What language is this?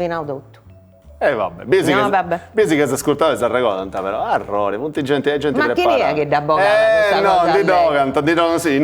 Sardinian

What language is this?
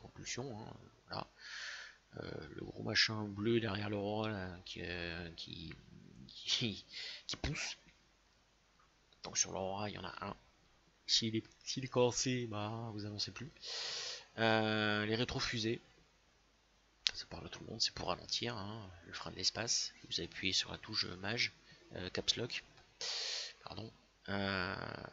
French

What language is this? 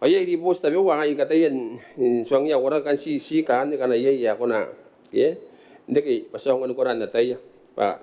Gilbertese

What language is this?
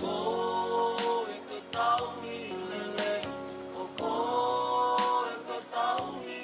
Tongan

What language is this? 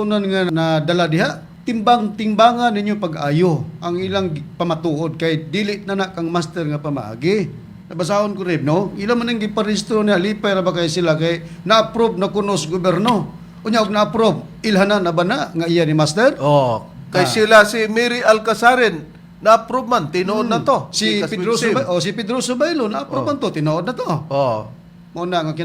Cebuano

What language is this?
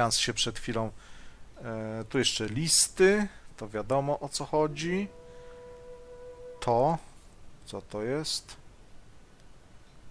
Polish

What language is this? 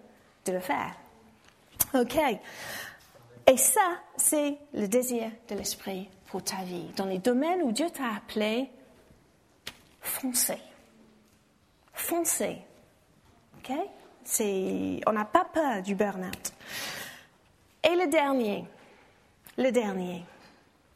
French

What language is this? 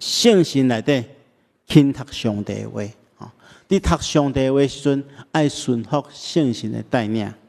Min Nan Chinese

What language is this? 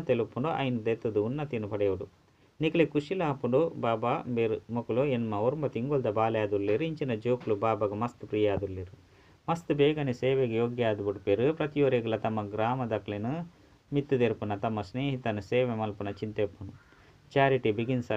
Tulu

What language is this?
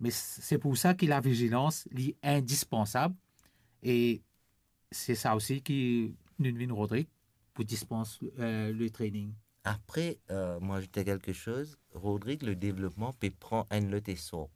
Morisyen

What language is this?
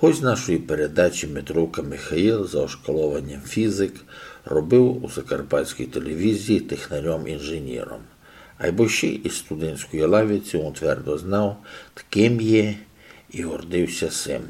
Rusyn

